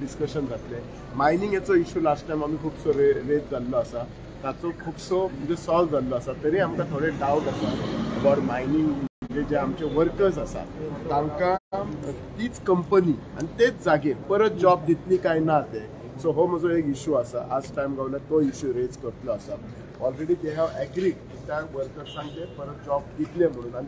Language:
Konkani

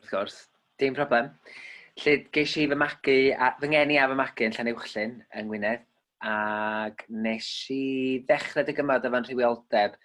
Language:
Welsh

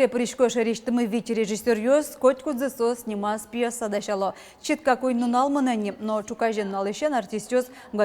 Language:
Udmurt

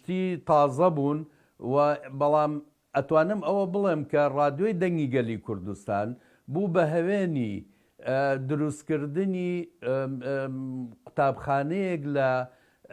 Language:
Central Kurdish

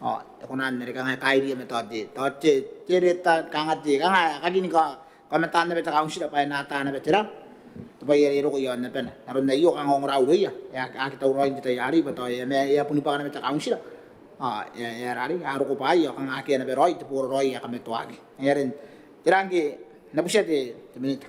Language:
Gilbertese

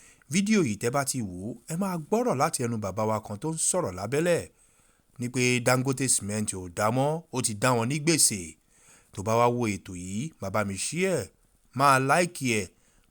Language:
Yoruba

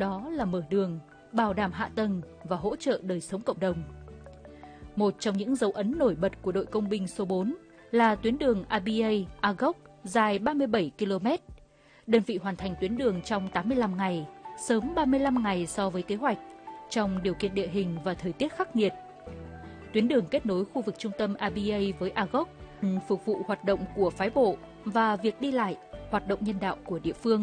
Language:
Vietnamese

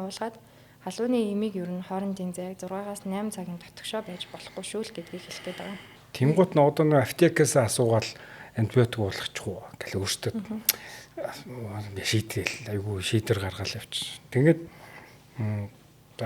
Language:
Mongolian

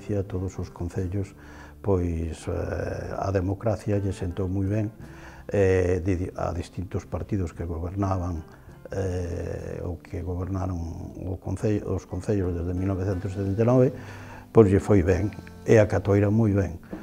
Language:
Galician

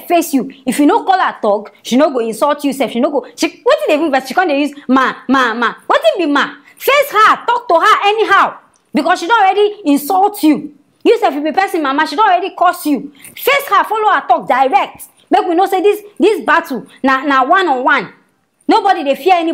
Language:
Nigerian Pidgin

